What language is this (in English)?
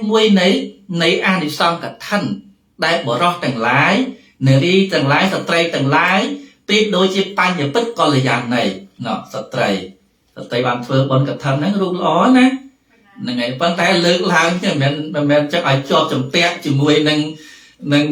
Khmer